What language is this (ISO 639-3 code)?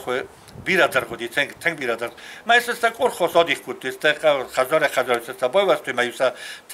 oss